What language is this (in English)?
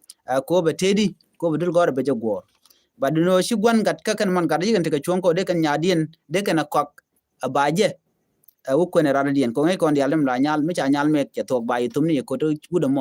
Nuer